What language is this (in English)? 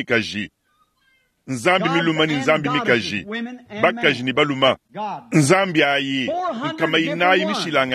Luba-Lulua